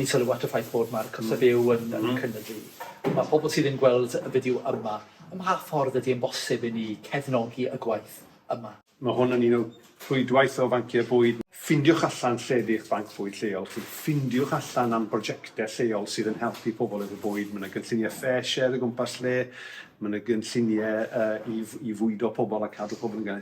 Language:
Welsh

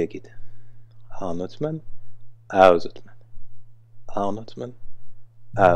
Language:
Luxembourgish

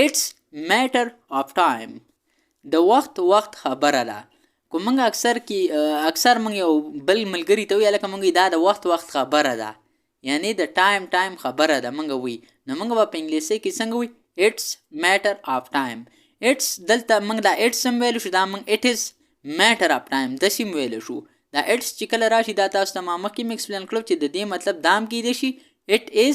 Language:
Pashto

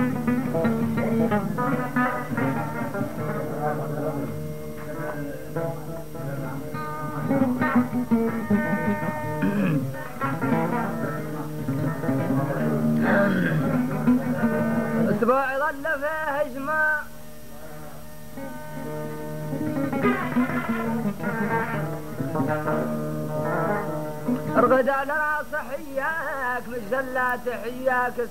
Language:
Arabic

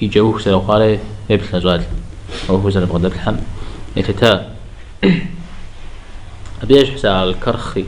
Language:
Kabardian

